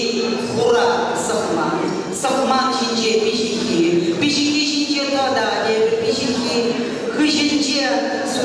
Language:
Chuvash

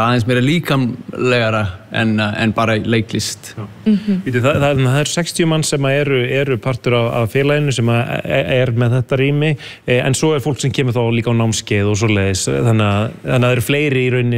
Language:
Icelandic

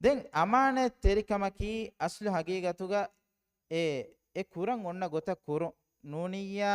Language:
Divehi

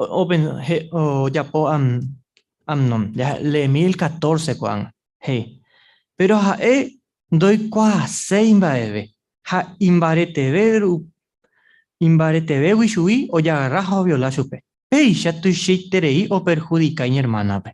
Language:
Guarani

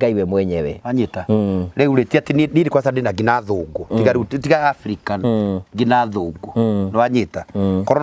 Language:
Kikuyu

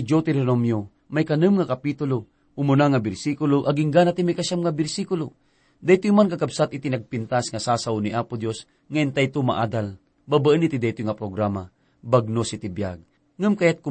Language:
Iloko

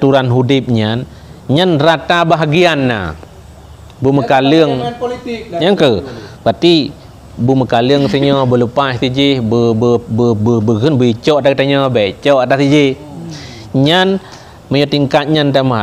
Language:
Achinese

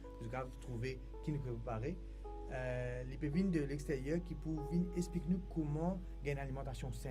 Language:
Morisyen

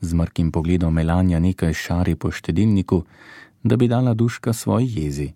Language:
Slovenian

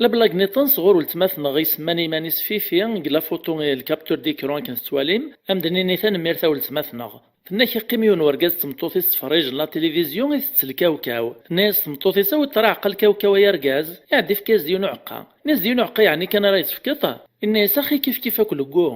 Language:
Kabyle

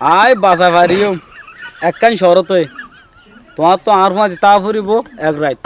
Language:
Rohingya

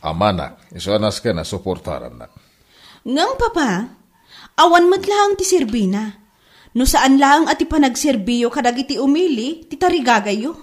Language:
Iloko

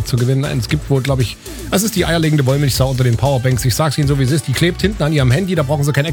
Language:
German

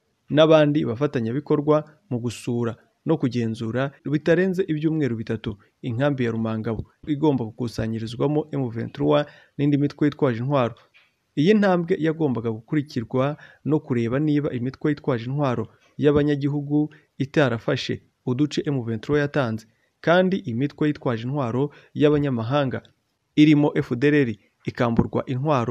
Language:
Kinyarwanda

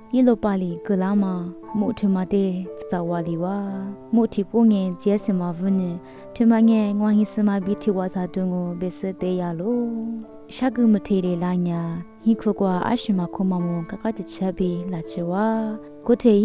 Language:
Lisu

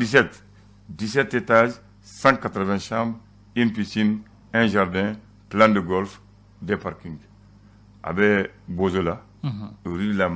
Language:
Bambara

